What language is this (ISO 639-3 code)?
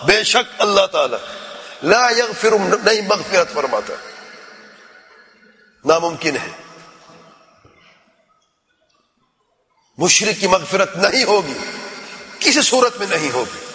urd